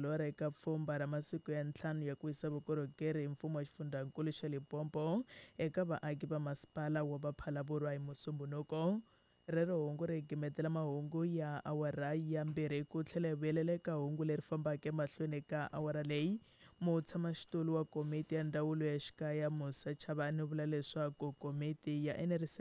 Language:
Tsonga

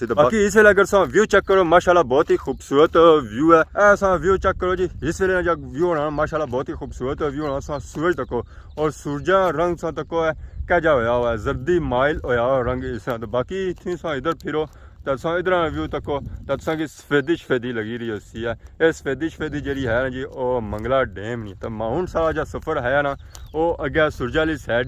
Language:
Pahari-Potwari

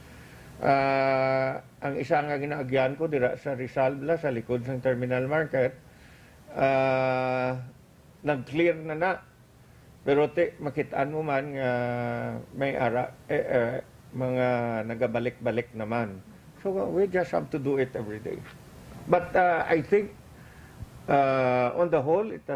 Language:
Hiligaynon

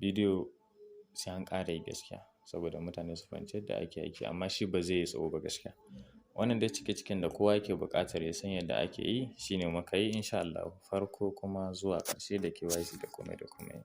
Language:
Hausa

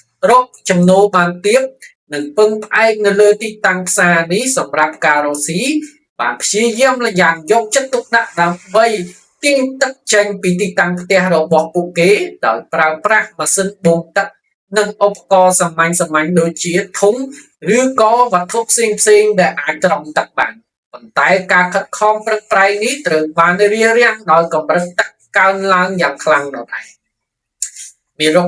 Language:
Khmer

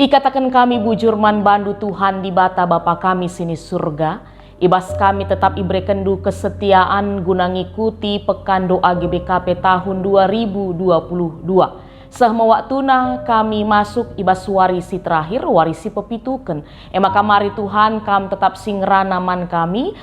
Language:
Batak Karo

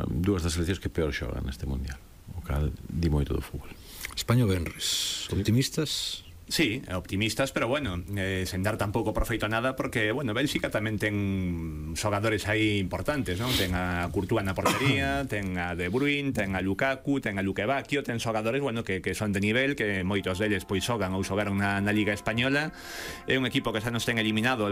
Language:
Galician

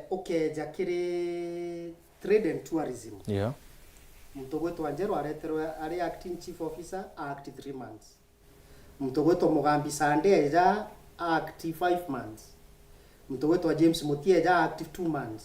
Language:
Meru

